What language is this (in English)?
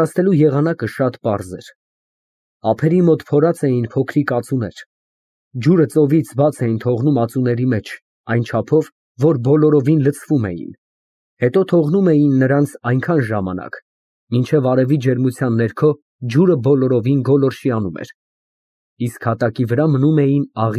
Armenian